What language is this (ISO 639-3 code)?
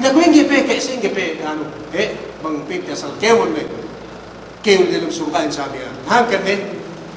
yka